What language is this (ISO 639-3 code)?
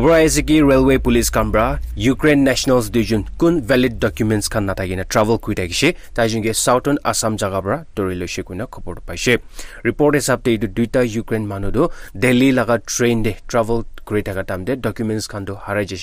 nag